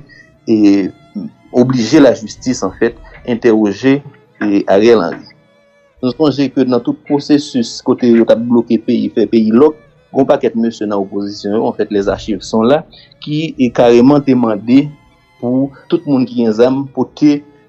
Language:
Haitian Creole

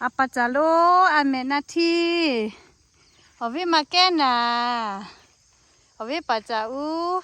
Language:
Lahu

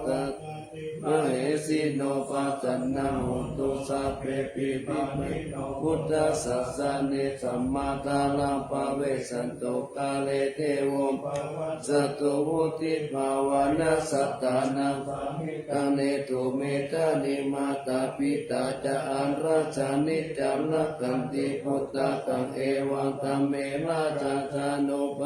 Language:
Pali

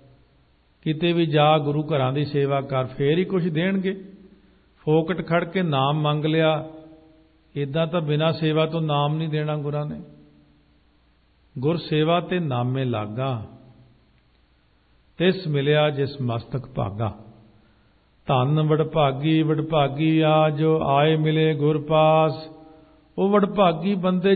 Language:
Punjabi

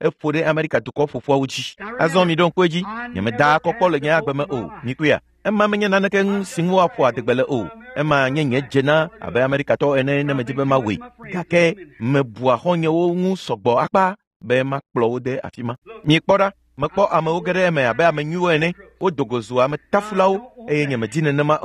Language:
Ewe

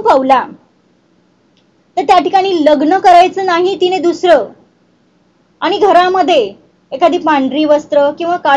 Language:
Marathi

